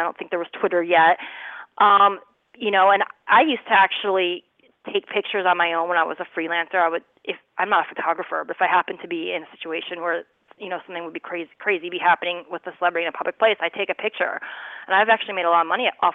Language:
English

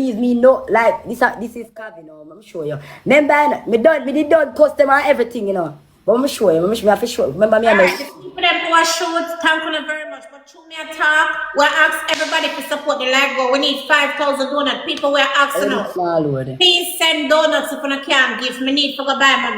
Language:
Jamaican Creole English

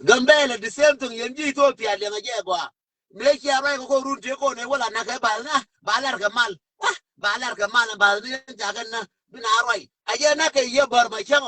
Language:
Nuer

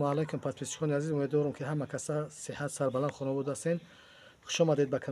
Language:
Tajik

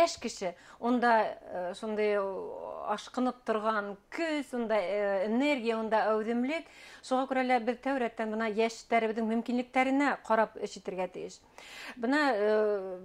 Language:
Bashkir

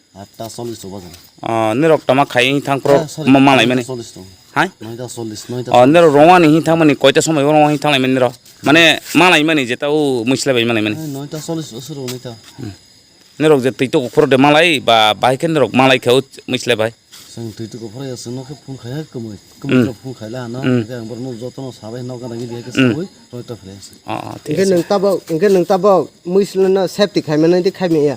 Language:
Kok Borok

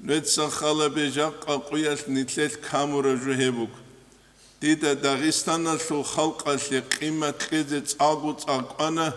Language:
Avaric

